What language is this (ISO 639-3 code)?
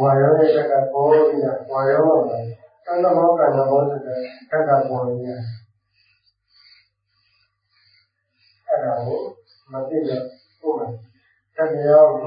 mya